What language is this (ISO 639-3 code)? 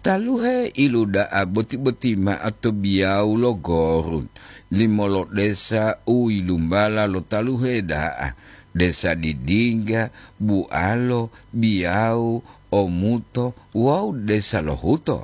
gor